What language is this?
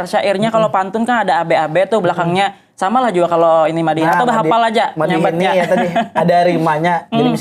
Banjar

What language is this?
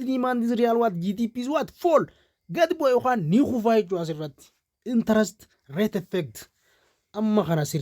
Oromo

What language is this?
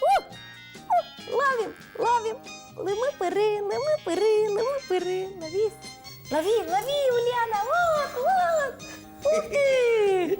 Udmurt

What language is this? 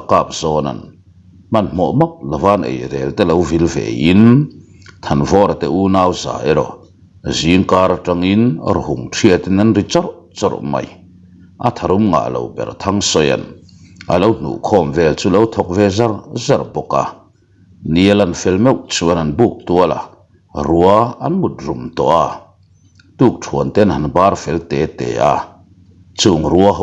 Mizo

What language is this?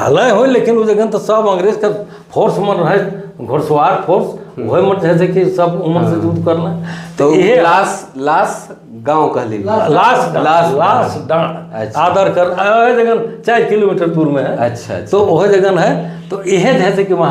Sadri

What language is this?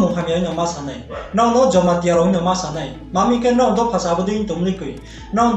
Riang (India)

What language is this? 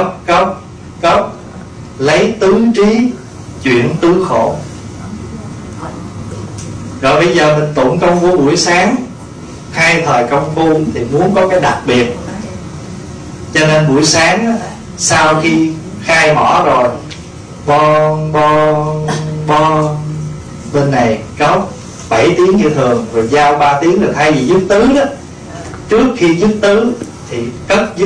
Vietnamese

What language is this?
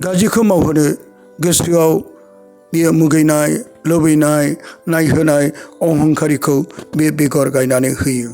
Bodo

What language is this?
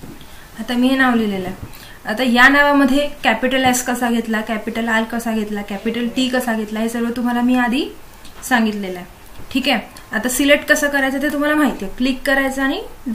Marathi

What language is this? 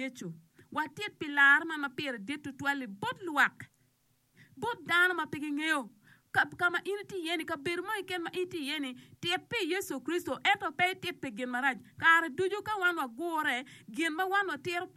Acoli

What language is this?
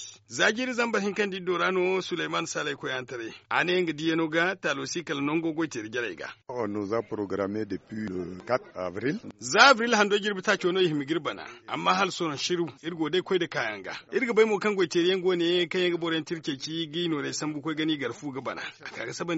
Zarma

